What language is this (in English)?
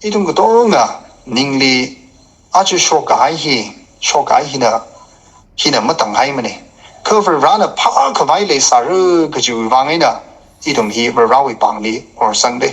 Tangkhul Naga (India)